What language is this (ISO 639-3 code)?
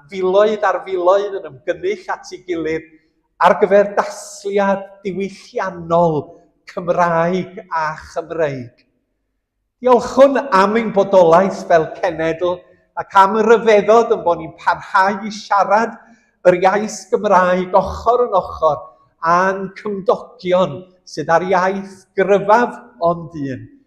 cym